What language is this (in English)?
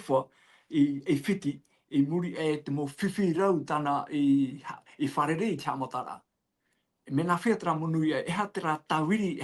Tahitian